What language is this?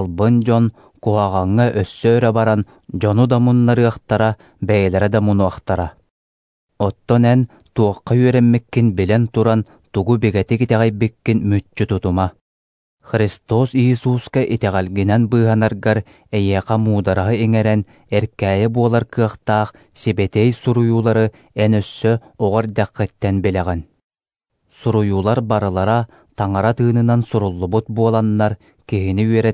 Yakut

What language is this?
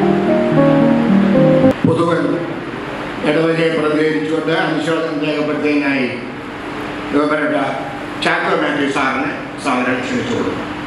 Malayalam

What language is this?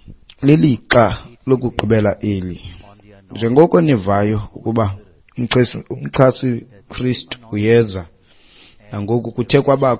Xhosa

